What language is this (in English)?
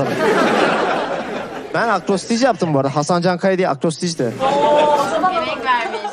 Turkish